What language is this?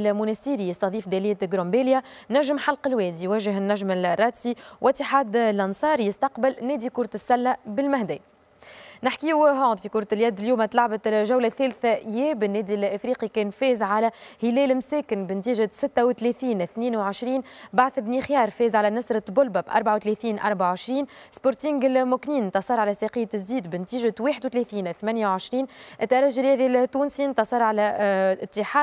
Tunisian Arabic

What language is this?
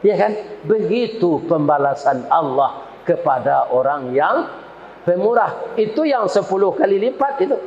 Minangkabau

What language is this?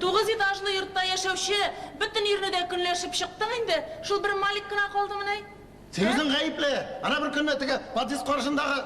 Tatar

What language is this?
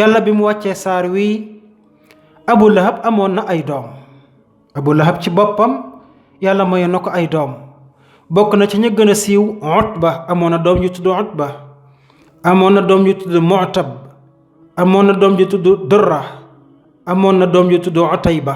Wolof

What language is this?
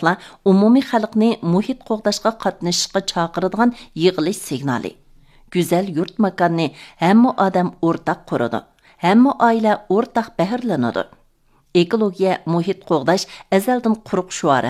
Uyghur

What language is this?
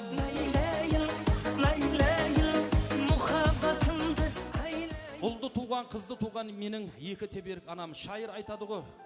Kara-Kalpak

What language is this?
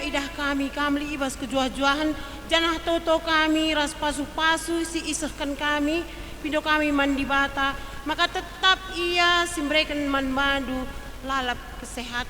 Batak Karo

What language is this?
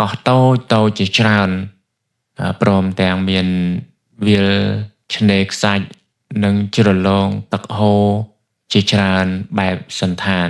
Khmer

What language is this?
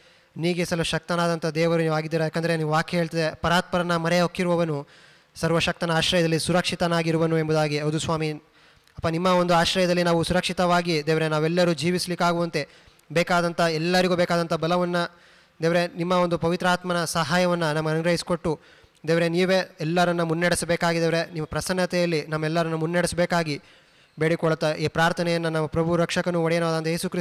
Kannada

